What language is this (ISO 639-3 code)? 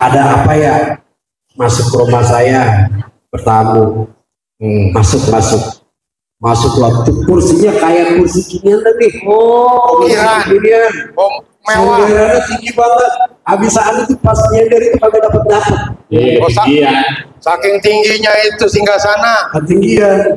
bew